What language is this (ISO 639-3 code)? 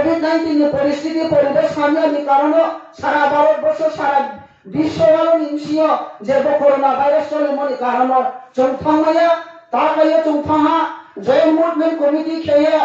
ria